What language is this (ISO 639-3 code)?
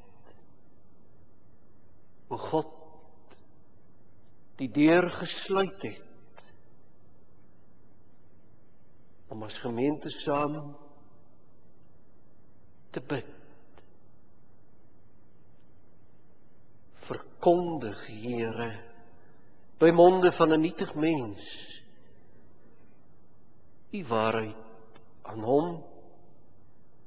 afr